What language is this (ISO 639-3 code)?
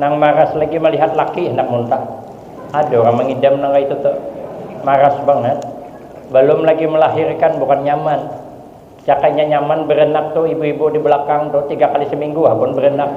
bjn